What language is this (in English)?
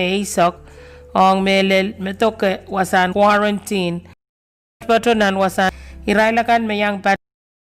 Pohnpeian